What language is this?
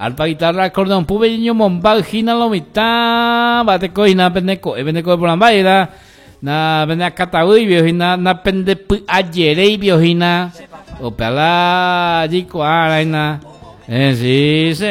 Guarani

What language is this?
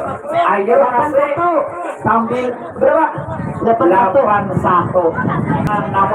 Banjar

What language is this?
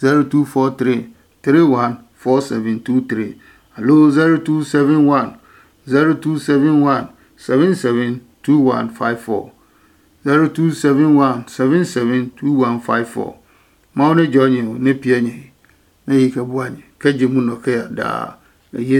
Adangme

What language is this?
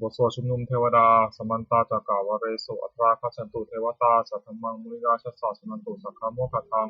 Pali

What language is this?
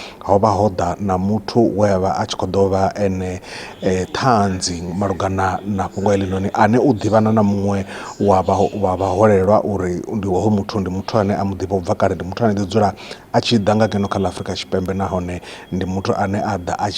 Venda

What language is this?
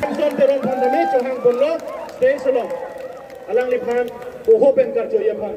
Karbi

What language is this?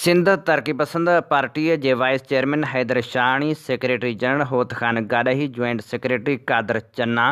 Sindhi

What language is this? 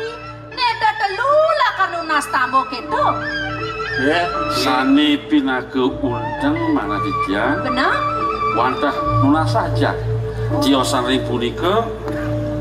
Balinese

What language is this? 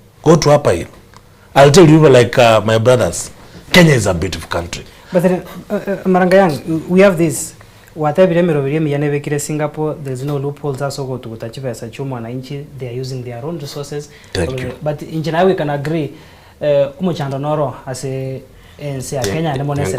Gusii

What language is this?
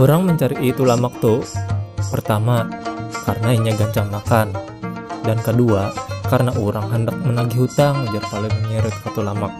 Banjar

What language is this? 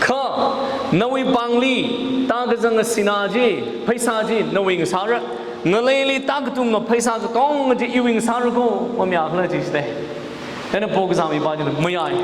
Tangkhul Naga (India)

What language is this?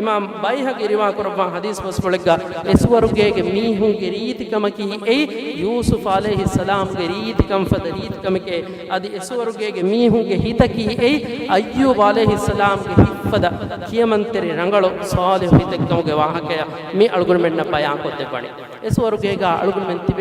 Divehi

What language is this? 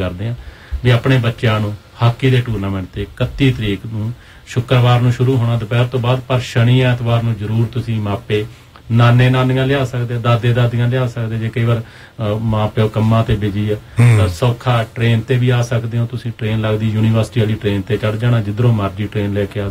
Punjabi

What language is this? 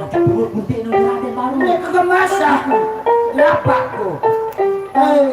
Sasak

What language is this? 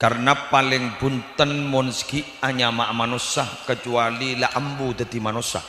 Madurese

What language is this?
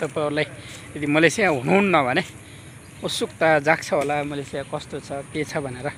Nepali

